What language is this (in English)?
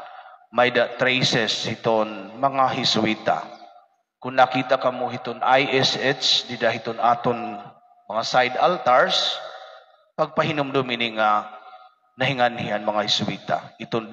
Waray